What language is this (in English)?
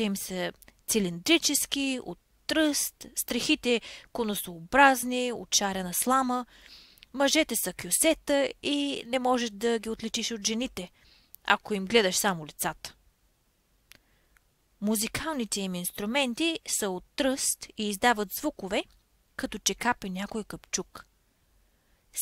Bulgarian